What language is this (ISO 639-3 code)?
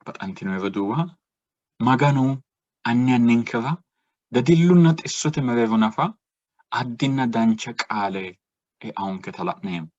sid